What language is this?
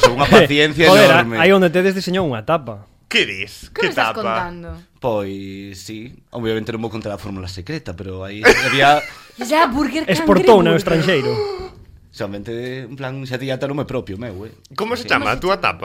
Galician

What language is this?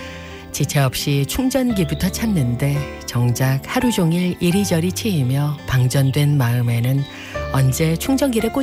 Korean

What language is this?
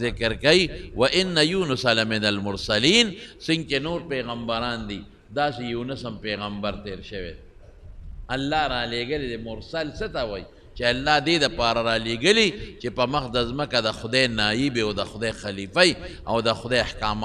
Pashto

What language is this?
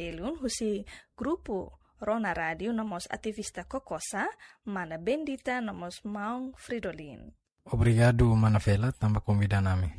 Tetum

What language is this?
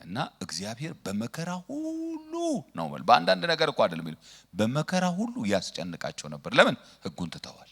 Amharic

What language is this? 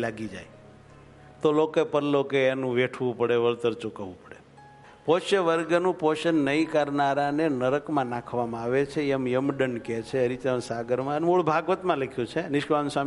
Gujarati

